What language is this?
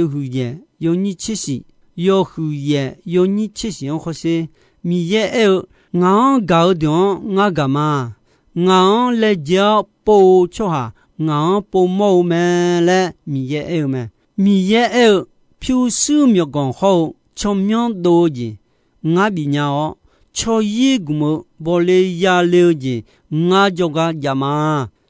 Akha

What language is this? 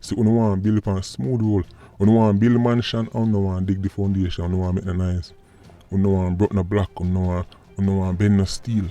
Jamaican Creole English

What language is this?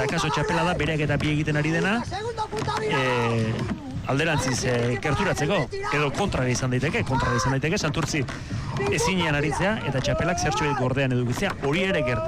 Basque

